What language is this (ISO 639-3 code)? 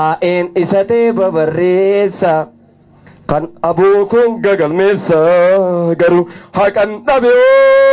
orm